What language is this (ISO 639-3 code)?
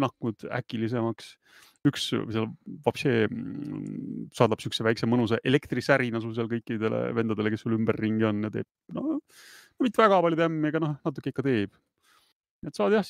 est